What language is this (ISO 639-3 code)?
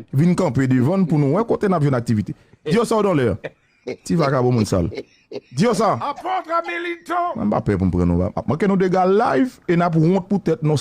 hat